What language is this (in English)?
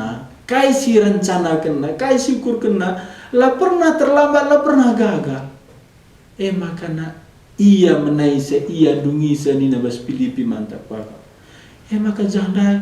Batak Karo